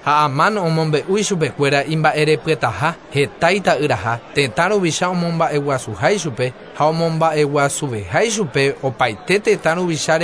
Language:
Guarani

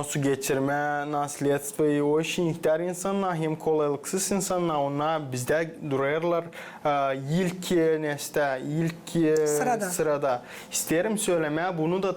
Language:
Gagauz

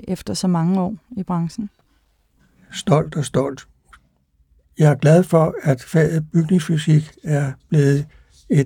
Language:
Danish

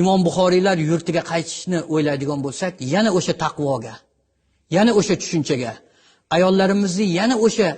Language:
Uzbek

